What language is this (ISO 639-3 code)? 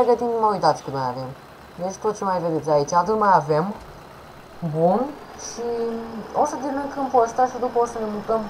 ron